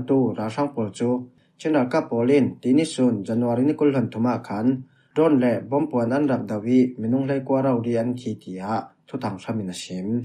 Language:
Falam Chin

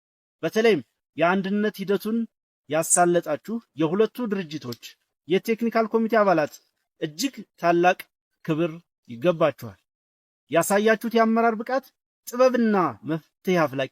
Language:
Amharic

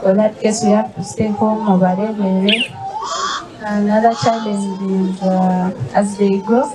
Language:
Nyankole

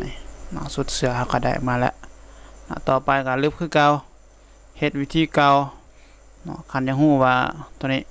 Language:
Lao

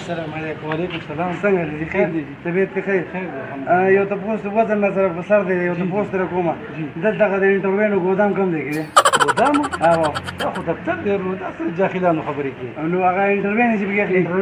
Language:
Pashto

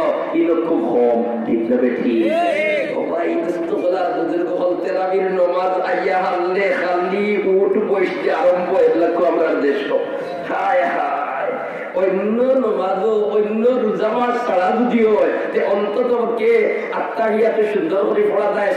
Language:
Sylheti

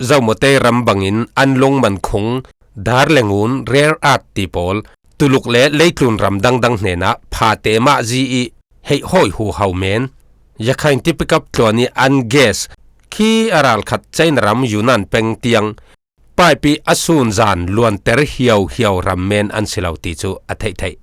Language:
Falam Chin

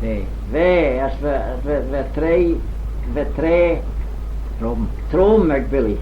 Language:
Manx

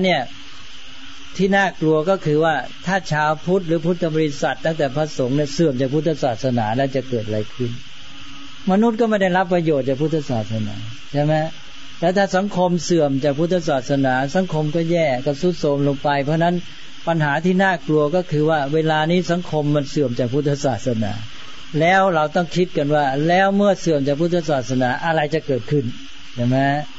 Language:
Thai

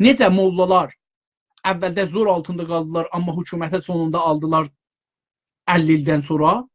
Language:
South Azerbaijani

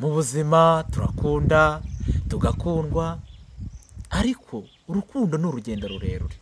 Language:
Kinyarwanda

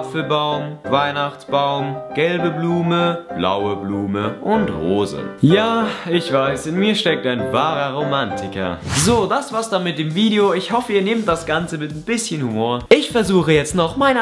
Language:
Swiss German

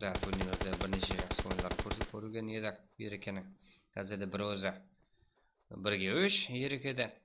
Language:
Kara-Kalpak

